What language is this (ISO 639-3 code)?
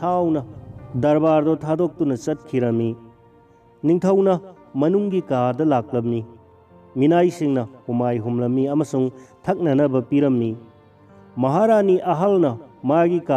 mni